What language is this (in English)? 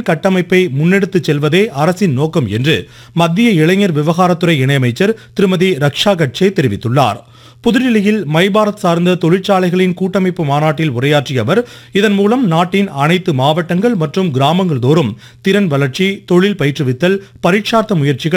Tamil